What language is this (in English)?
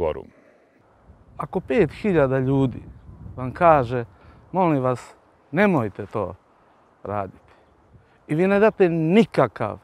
Serbian